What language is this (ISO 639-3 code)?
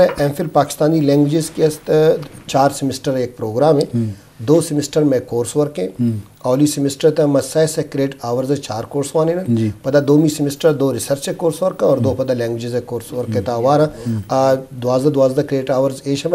bgp